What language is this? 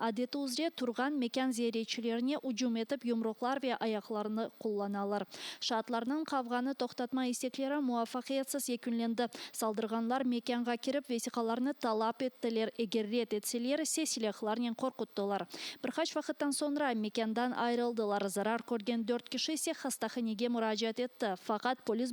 Crimean Tatar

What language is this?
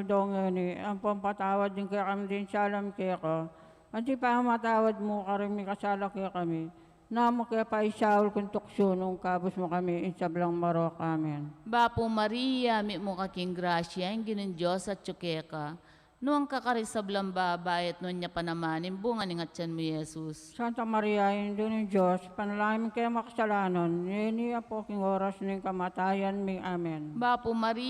Pampanga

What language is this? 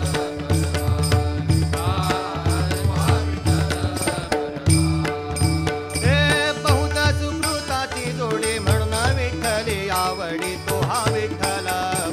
Marathi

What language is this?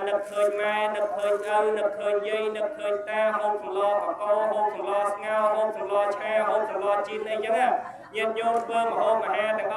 Khmer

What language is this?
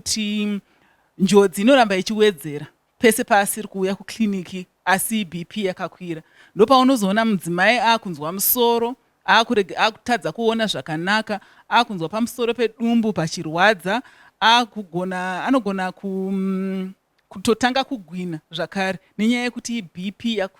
Shona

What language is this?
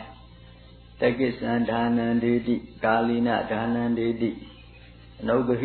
Burmese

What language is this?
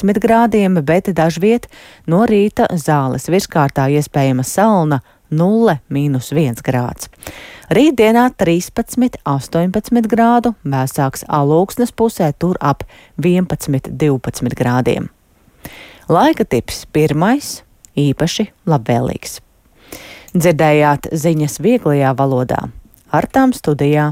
Latvian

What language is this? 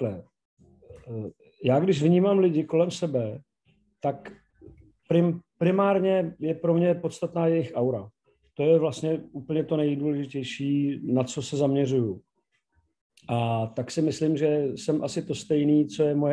Czech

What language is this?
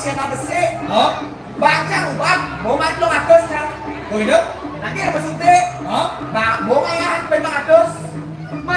Balinese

